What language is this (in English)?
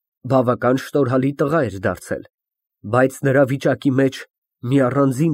Armenian